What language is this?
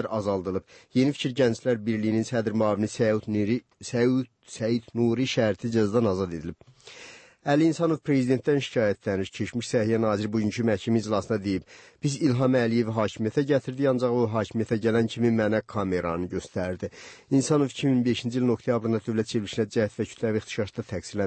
Azerbaijani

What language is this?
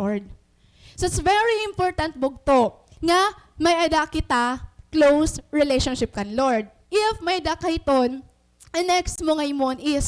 Waray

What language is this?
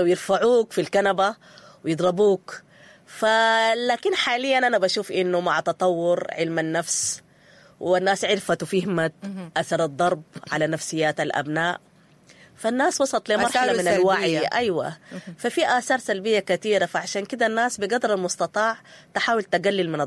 Sudanese Arabic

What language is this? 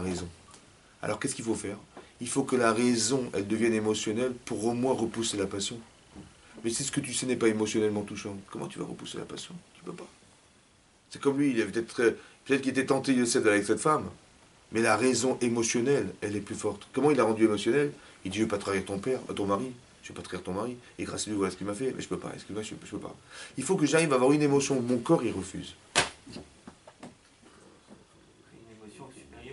French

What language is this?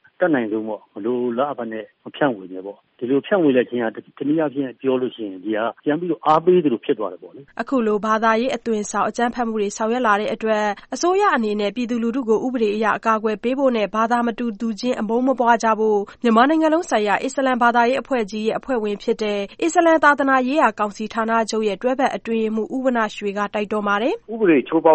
Burmese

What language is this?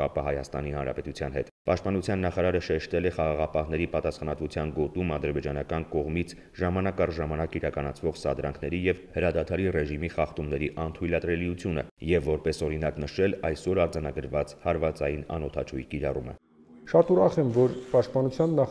Armenian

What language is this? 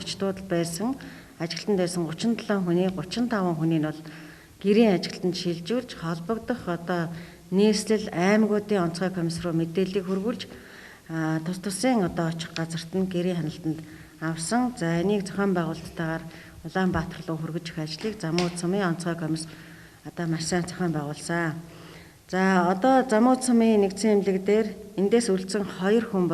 Mongolian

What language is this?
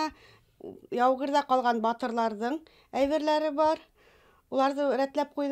Bashkir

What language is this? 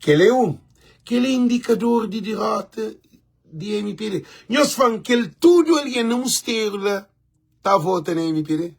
Kabuverdianu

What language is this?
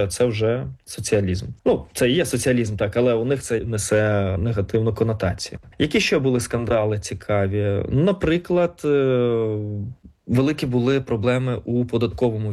Ukrainian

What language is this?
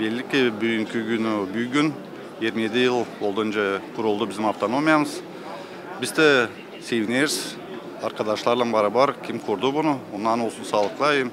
Gagauz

